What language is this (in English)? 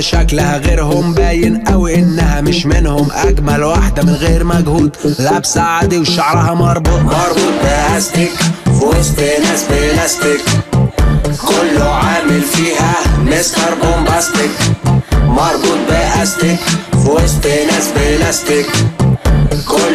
Egyptian Arabic